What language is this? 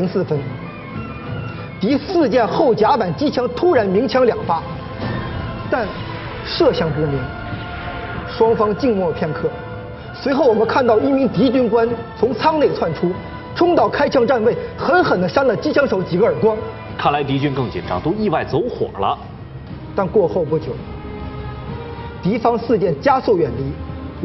Chinese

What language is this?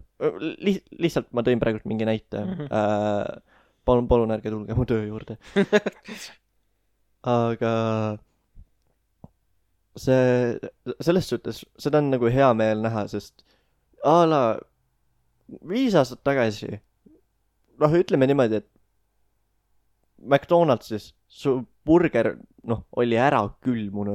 Estonian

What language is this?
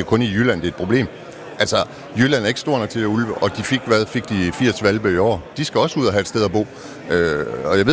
Danish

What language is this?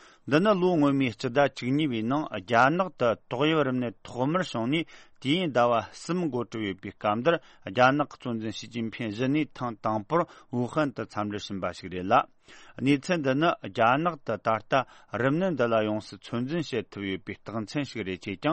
Tibetan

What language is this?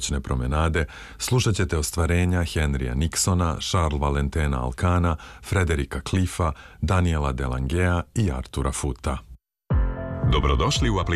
Serbian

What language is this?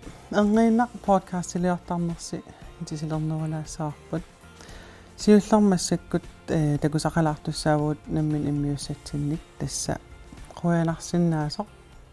Kalaallisut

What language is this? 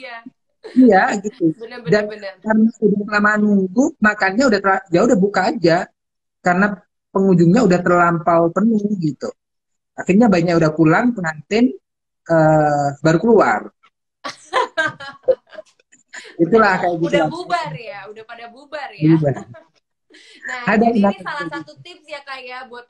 Indonesian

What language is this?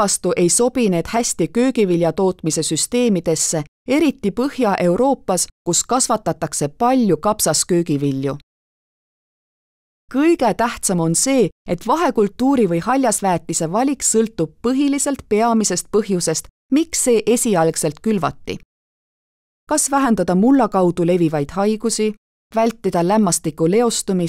Estonian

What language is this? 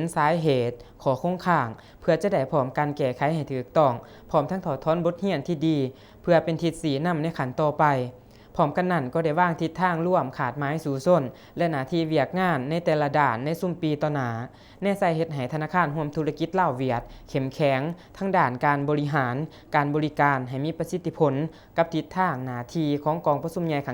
Lao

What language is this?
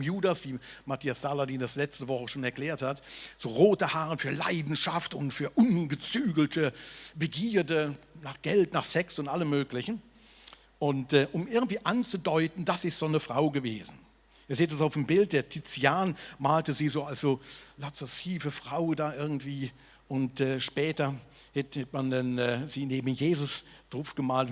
Swiss German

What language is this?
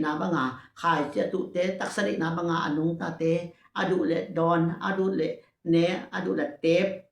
Tedim Chin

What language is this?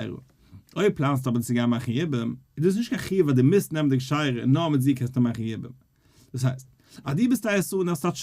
Yiddish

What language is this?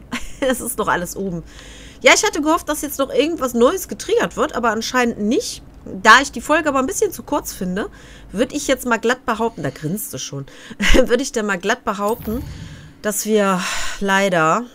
German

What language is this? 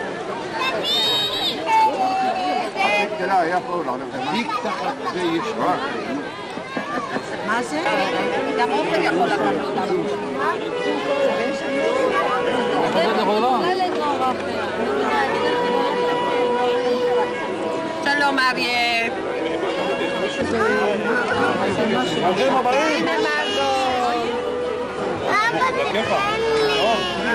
Hebrew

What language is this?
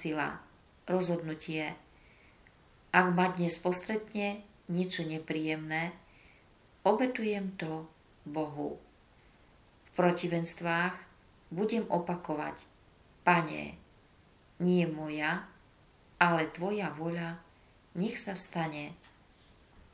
Slovak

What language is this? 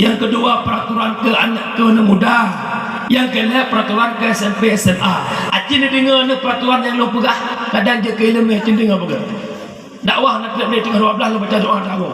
Achinese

